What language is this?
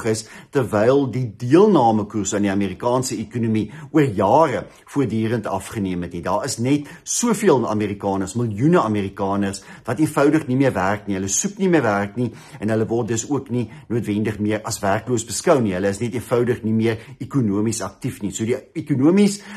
Afrikaans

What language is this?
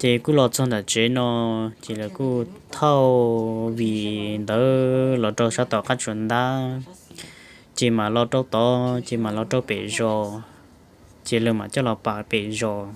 Hmong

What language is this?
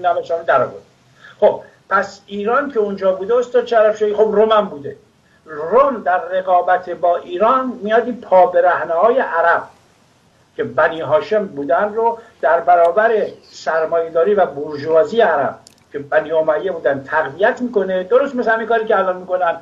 Persian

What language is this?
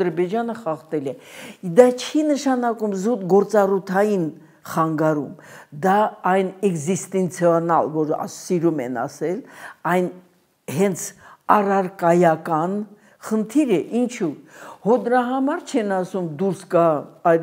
Armenian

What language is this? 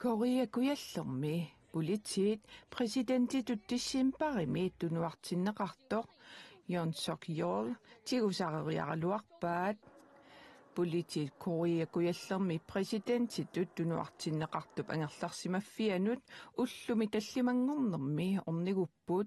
Kalaallisut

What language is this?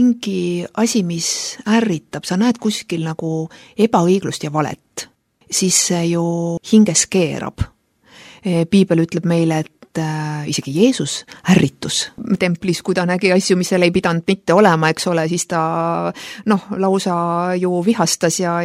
Estonian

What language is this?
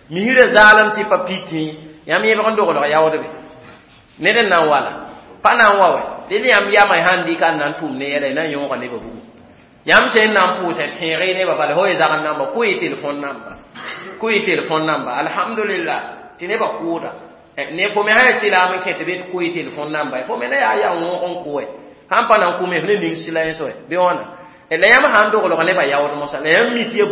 Mossi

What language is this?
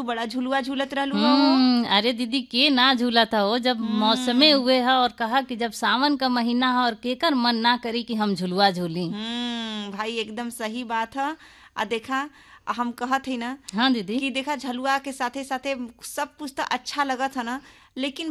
Bhojpuri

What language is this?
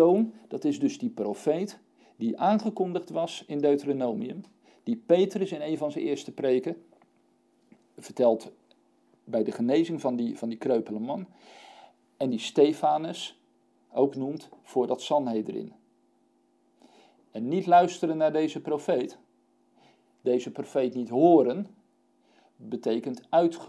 Dutch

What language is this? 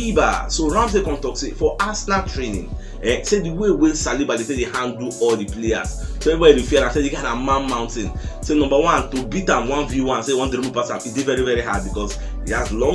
Nigerian Pidgin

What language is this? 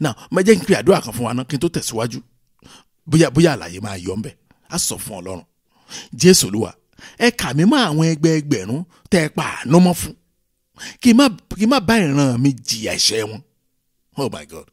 Yoruba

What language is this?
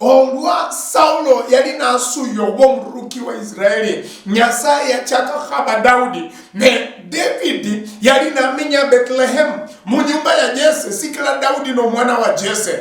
Luyia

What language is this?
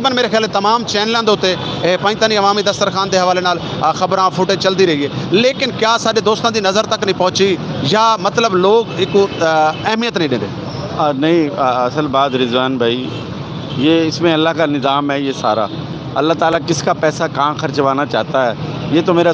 Saraiki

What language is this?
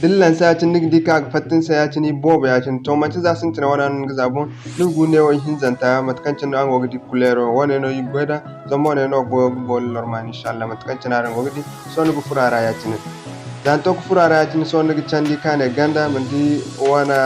Zarma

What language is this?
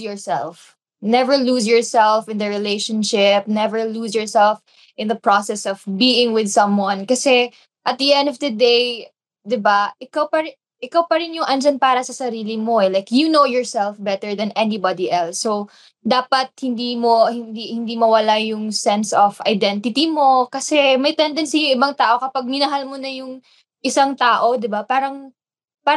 Filipino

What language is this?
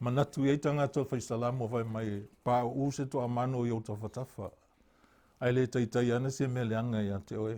Samoan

